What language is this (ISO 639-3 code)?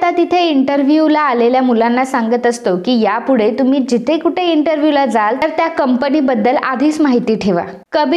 mar